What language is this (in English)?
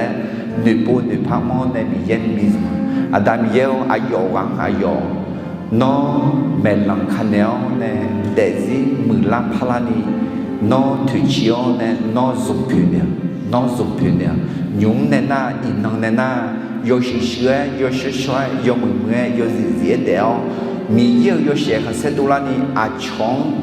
Akha